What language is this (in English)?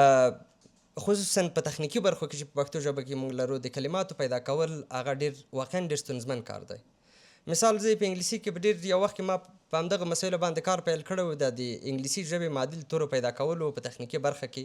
Pashto